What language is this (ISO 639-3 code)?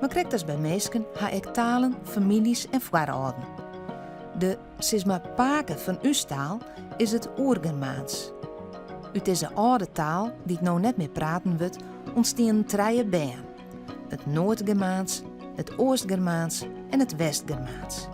fry